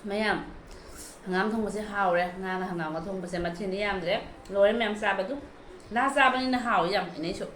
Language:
Manipuri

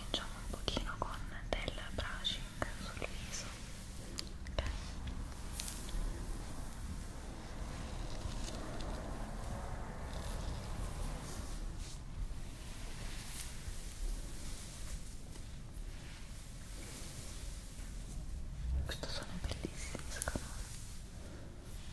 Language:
Italian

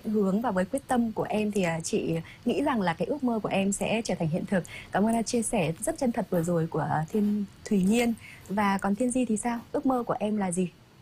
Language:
Vietnamese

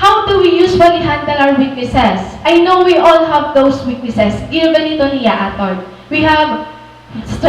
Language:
Waray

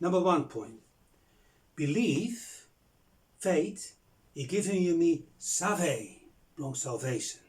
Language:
Bislama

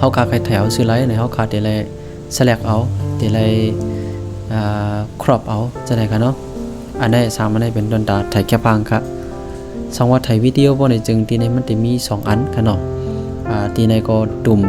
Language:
Shan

